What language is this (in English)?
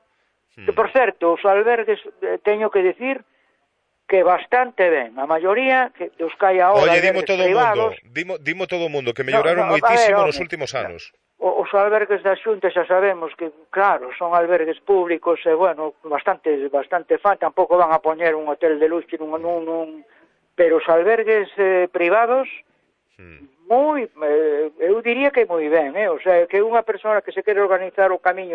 Galician